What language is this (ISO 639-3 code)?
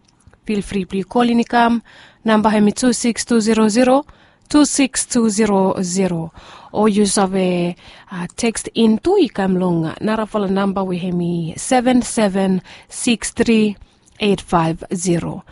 bis